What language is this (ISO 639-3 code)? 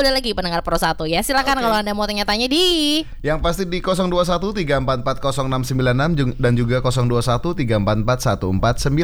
ind